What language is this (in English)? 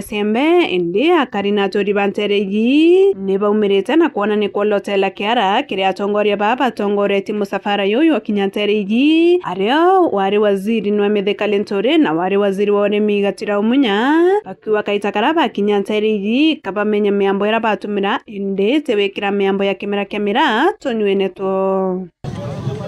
Meru